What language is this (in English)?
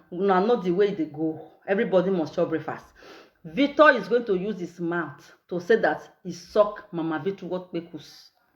Nigerian Pidgin